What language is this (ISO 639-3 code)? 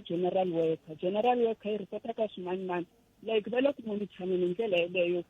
tso